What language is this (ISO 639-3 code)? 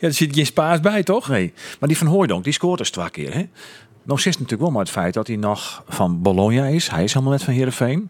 fry